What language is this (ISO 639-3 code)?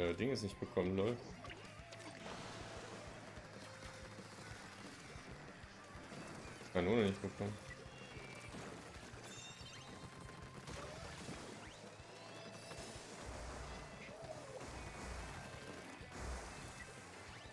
deu